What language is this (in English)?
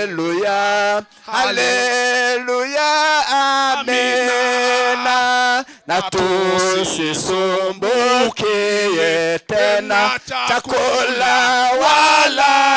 Kinyarwanda